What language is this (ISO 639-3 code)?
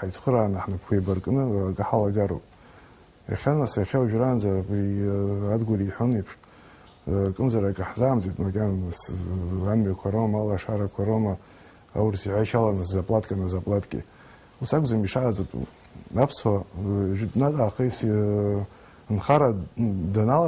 abk